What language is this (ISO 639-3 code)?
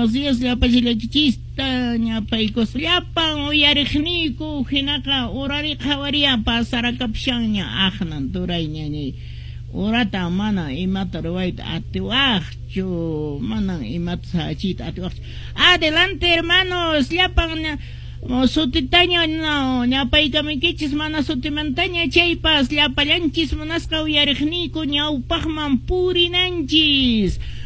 que